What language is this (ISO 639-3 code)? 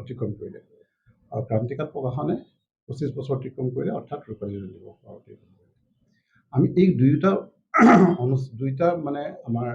asm